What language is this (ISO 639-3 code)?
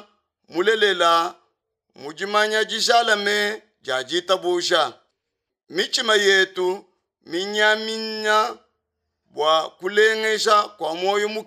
lua